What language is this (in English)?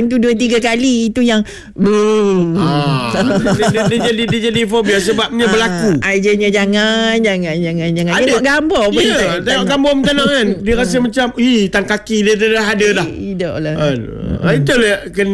Malay